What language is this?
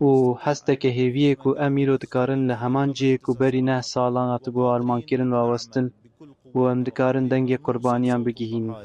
Kurdish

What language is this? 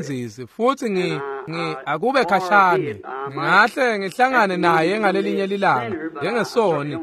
Swati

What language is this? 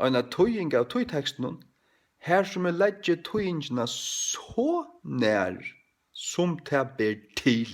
Faroese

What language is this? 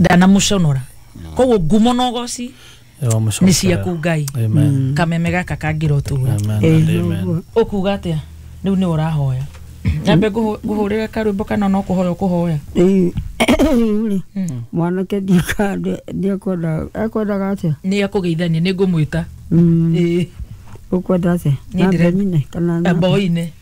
Kikuyu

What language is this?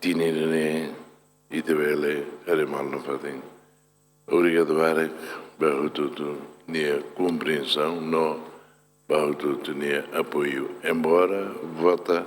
Tetum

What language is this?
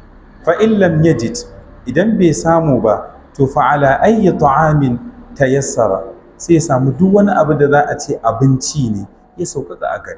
Hausa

